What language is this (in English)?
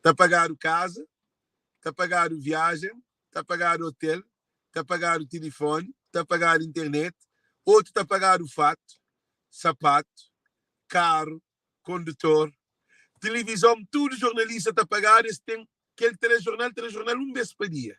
Kabuverdianu